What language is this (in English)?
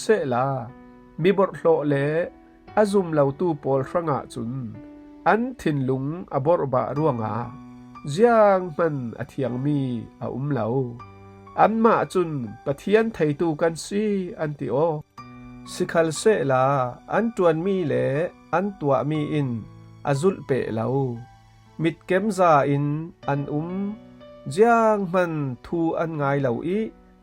Falam Chin